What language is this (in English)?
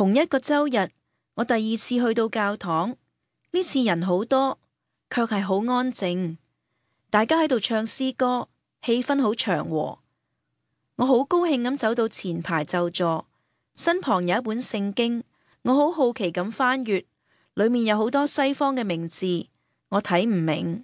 Cantonese